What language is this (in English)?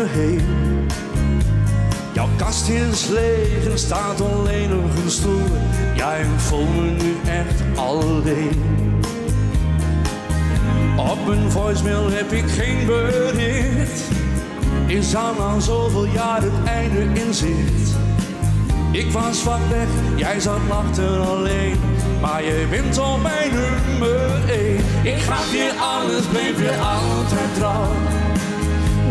Dutch